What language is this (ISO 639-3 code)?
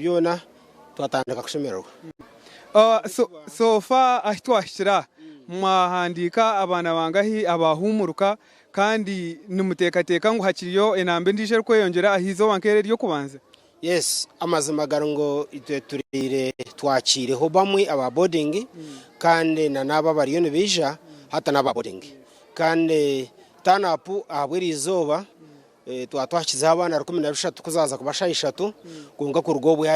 nyn